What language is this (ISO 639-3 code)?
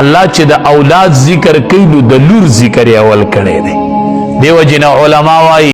pus